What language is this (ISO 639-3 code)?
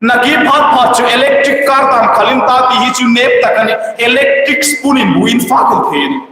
hmr